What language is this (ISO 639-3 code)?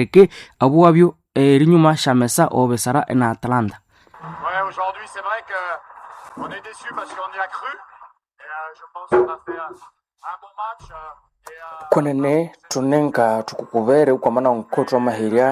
nnb